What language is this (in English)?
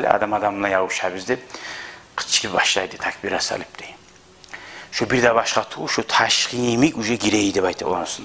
Kumyk